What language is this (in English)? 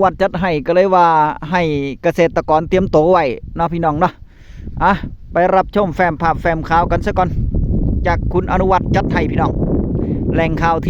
Northeastern Thai